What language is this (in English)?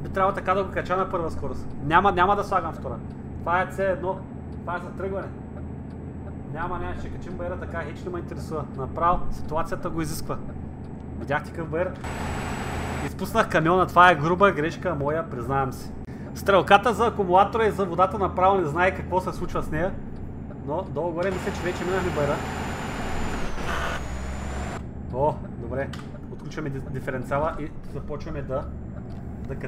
Bulgarian